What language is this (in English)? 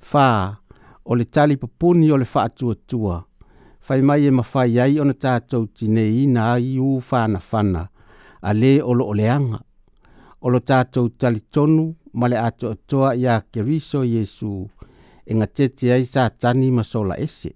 Samoan